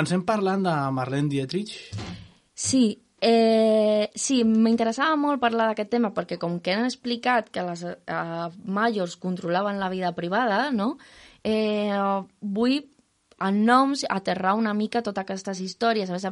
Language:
Catalan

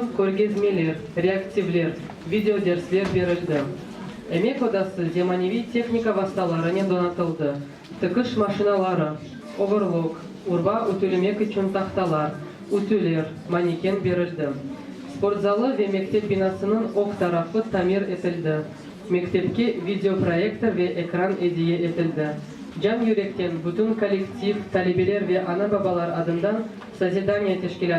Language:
Crimean Tatar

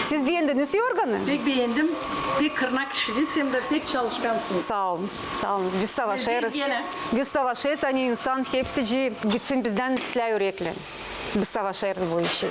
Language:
Gagauz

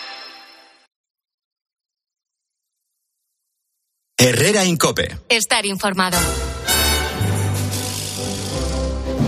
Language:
Spanish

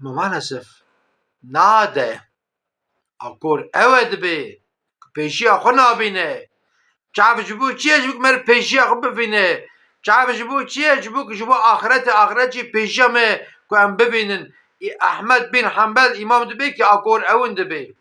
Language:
Kurdish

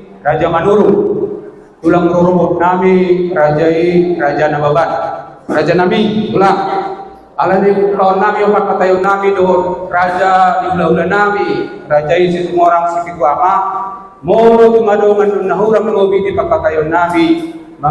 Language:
Batak Toba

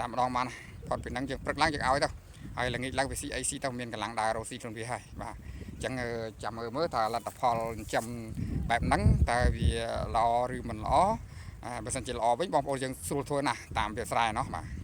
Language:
Khmer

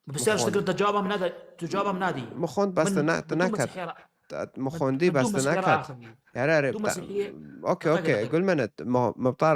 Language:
Kurdish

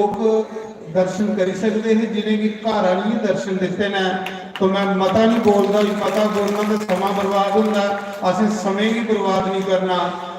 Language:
Dogri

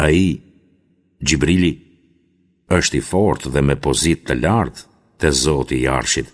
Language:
Albanian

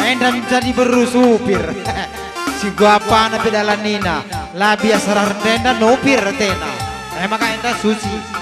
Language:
Batak Karo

